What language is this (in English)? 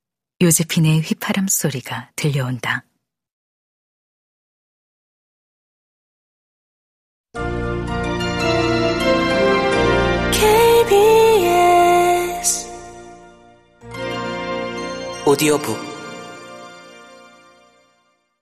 Korean